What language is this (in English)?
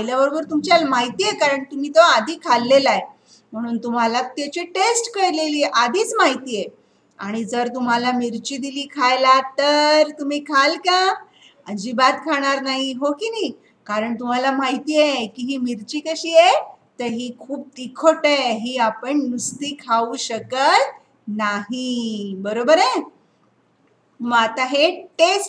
Marathi